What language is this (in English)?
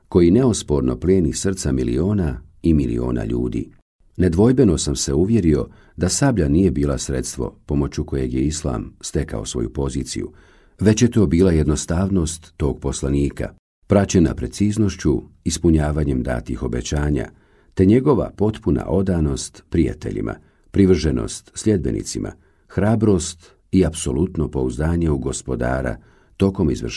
Bosnian